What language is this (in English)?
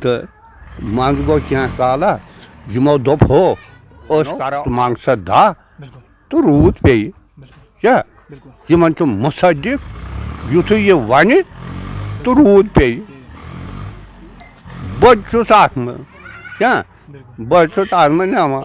Kashmiri